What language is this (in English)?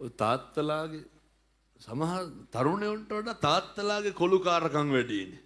Sinhala